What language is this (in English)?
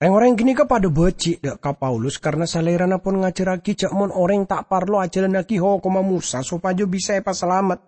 Madurese